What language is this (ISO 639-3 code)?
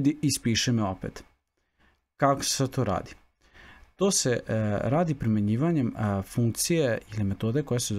srp